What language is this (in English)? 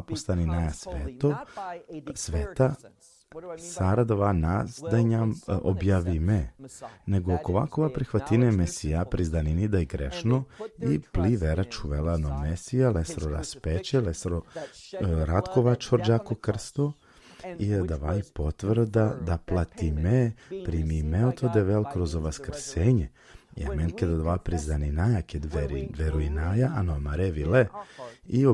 Balkan Romani